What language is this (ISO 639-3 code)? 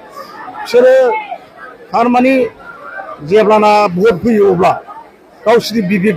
brx